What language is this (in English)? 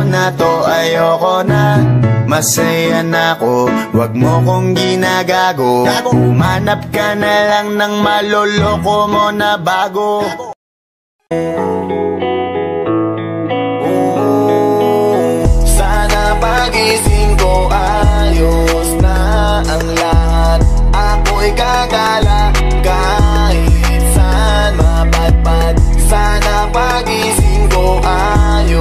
Filipino